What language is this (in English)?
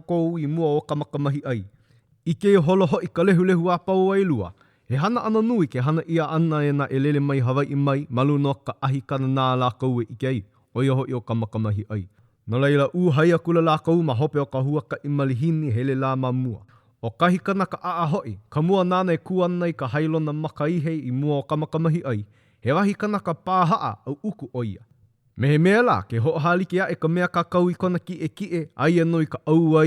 Hawaiian